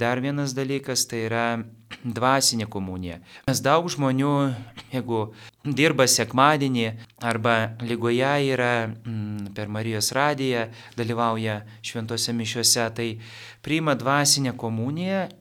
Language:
Lithuanian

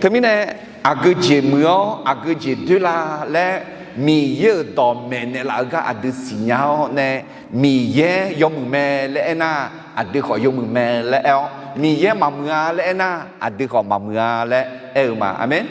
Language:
Akha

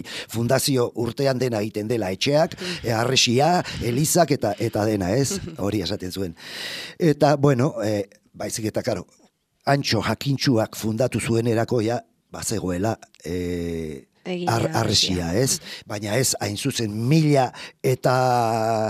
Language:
Basque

